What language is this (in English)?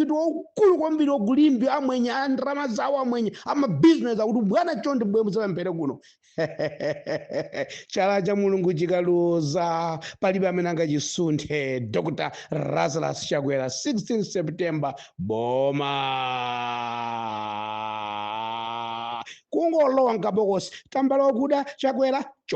Nyanja